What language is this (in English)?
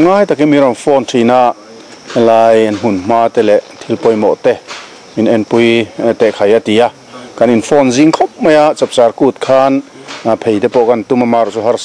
Mizo